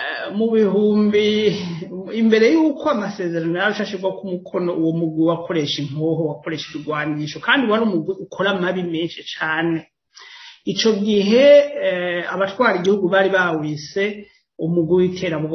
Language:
Rundi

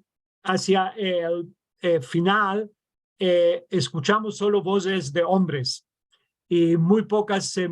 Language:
Ladino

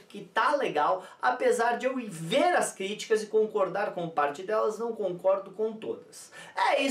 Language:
Portuguese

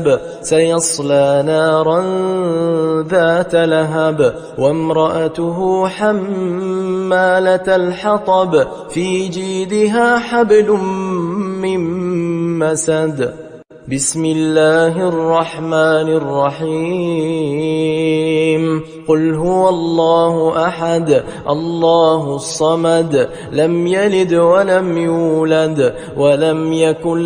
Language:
Arabic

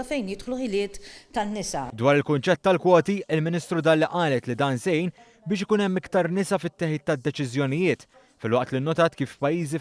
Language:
Maltese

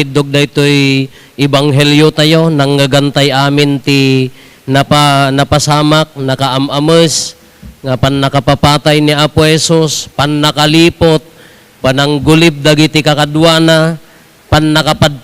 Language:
Iloko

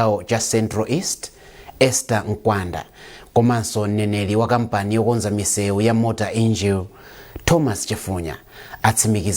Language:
Nyanja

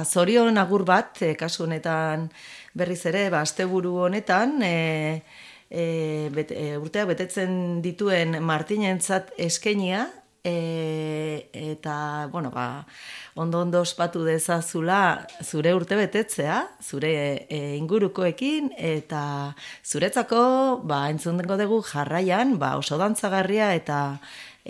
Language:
Basque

